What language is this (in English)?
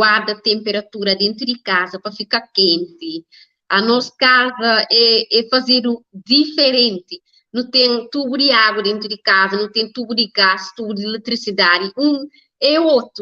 Kabuverdianu